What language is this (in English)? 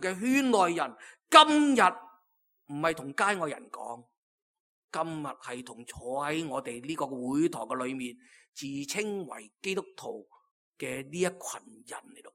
Cantonese